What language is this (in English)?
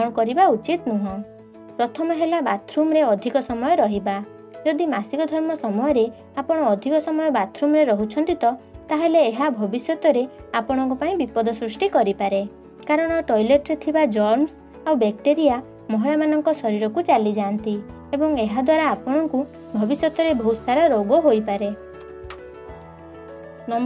Odia